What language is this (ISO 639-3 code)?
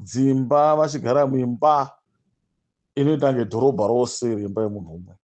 sna